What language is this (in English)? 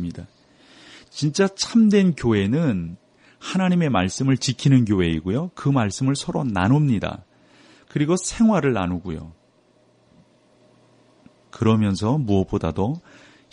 Korean